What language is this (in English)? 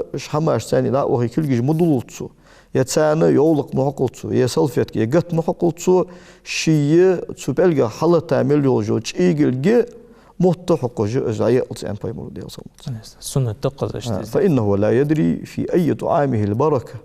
Ingush